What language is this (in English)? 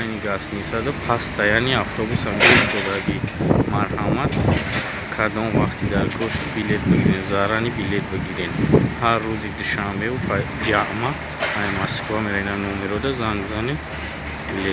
Tajik